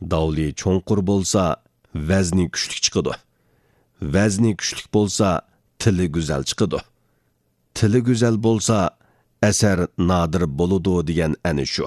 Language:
Uyghur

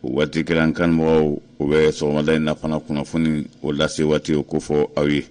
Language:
Bambara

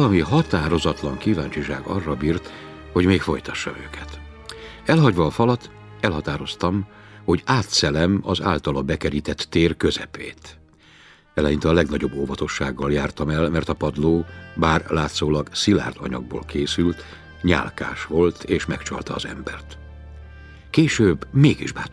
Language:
Hungarian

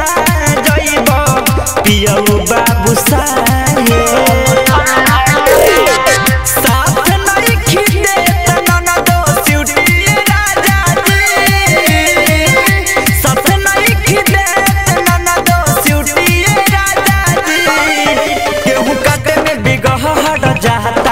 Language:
Bhojpuri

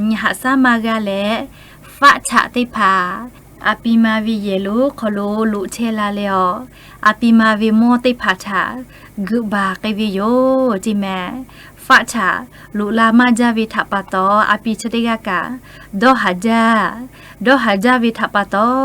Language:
Lahu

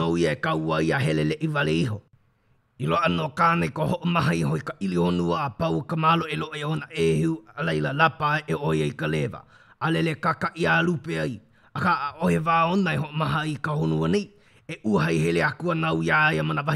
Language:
Hawaiian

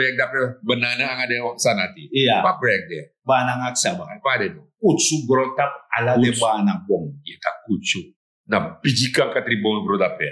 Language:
Sranan Tongo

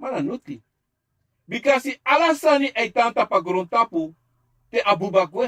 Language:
Sranan Tongo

